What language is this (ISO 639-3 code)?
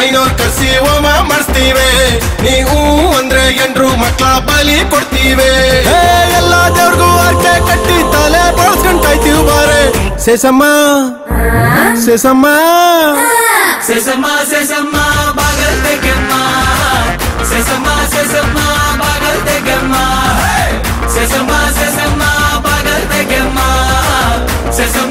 kan